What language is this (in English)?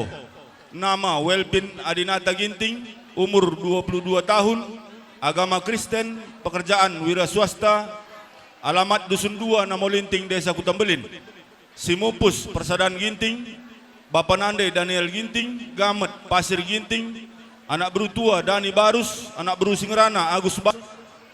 Batak Karo